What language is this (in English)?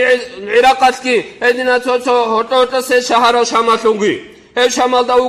Avaric